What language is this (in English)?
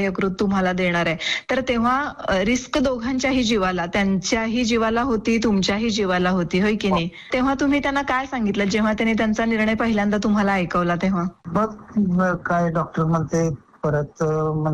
Marathi